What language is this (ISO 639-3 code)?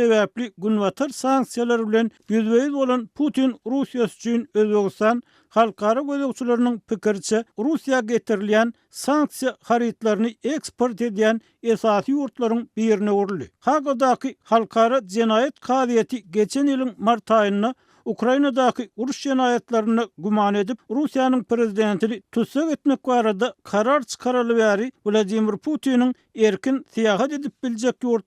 tuk